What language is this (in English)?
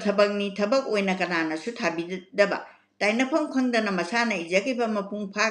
Manipuri